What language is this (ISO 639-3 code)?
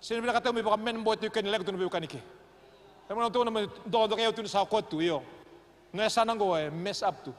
fij